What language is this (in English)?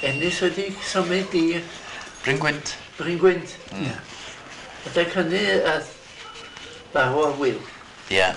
Welsh